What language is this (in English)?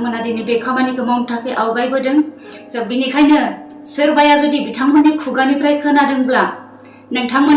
Bodo